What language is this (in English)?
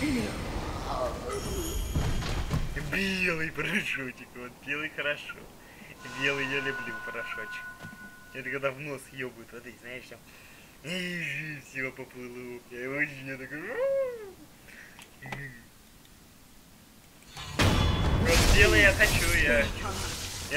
Russian